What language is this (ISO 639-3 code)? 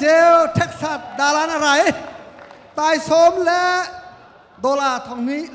cnh